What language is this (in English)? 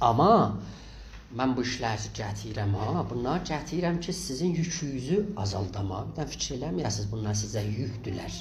South Azerbaijani